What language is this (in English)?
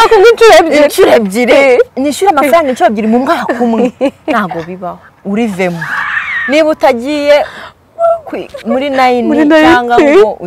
Kinyarwanda